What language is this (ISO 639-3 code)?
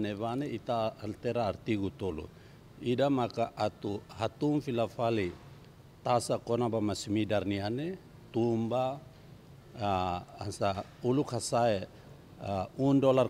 tet